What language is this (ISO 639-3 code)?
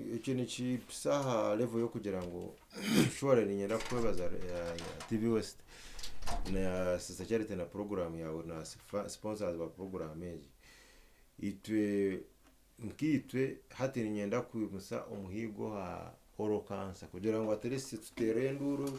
nyn